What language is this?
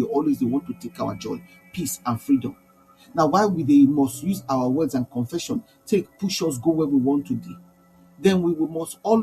Nigerian Pidgin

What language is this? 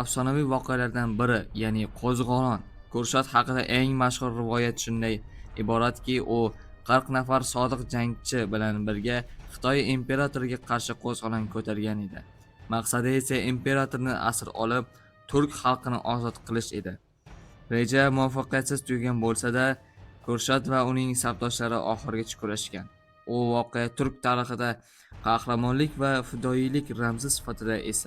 Uzbek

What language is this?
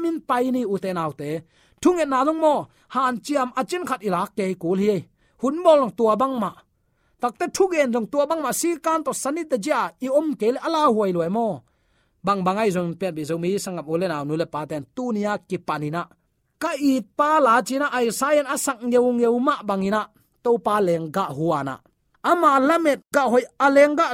Tedim Chin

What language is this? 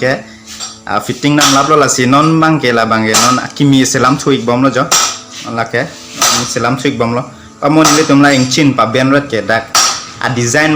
Karbi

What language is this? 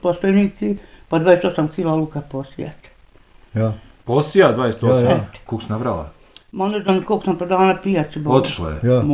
Bosnian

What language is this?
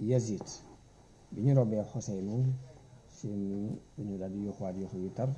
Wolof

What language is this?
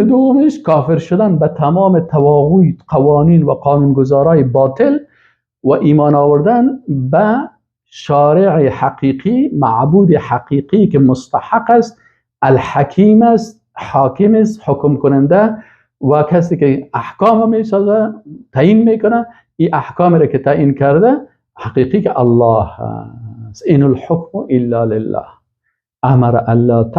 Persian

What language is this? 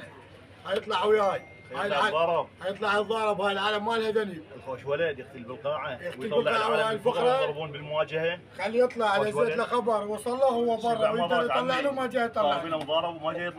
Mesopotamian Arabic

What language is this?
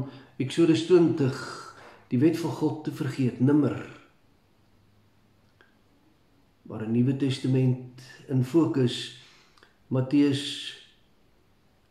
Afrikaans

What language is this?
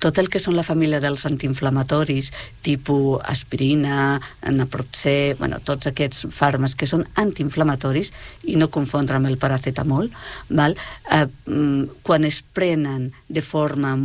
Catalan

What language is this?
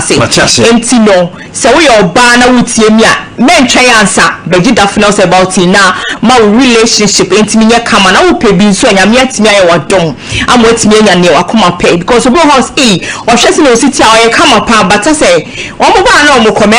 Akan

